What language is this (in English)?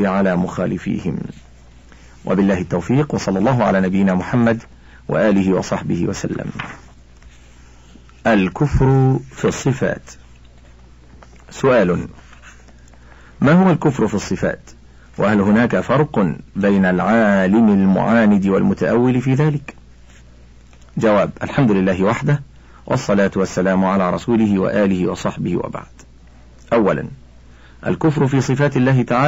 Arabic